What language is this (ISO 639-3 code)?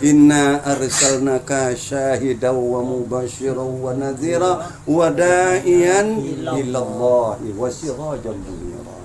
min